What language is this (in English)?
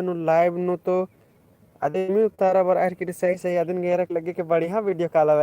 Kurukh